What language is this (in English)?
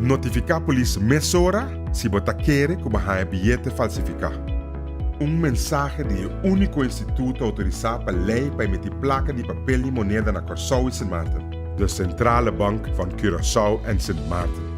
Papiamento